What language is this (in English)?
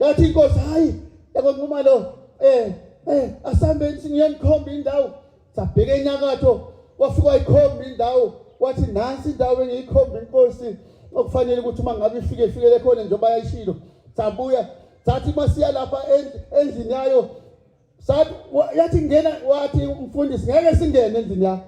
Zulu